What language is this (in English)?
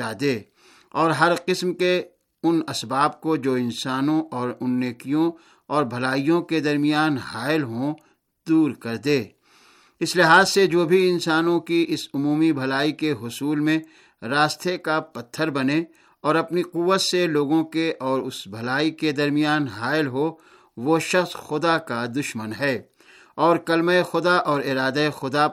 Urdu